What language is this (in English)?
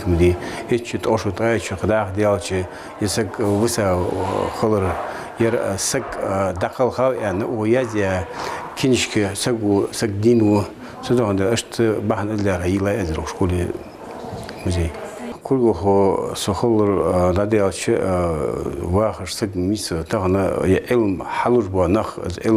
Ingush